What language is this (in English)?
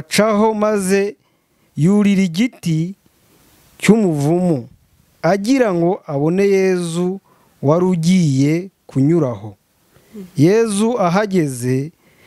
Kinyarwanda